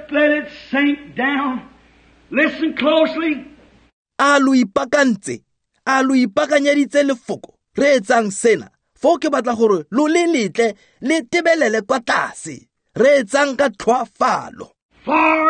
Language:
Tswana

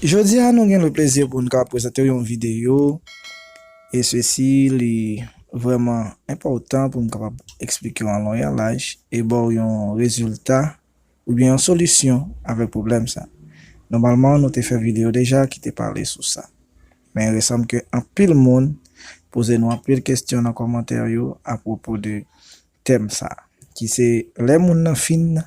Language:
Haitian Creole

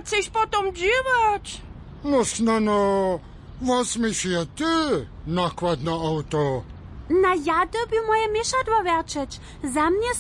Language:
Upper Sorbian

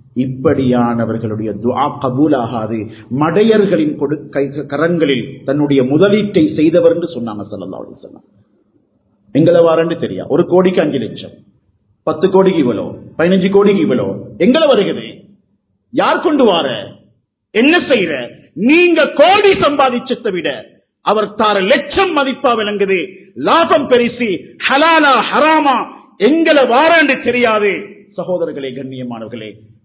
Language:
Tamil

